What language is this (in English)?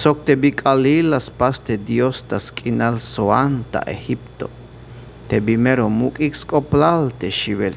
Tzeltal